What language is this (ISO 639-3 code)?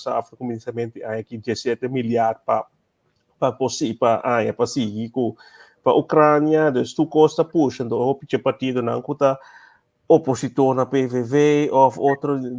pap